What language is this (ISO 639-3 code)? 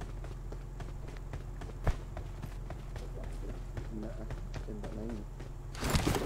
msa